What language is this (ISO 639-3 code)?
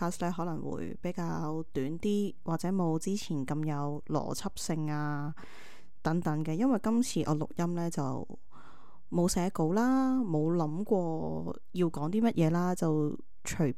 yue